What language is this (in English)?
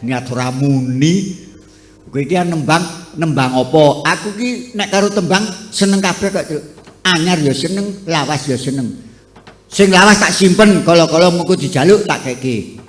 Javanese